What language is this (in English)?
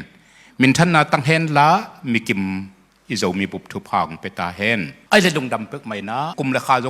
Tedim Chin